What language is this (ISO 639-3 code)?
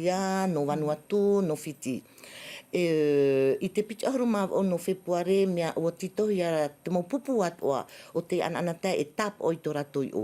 tah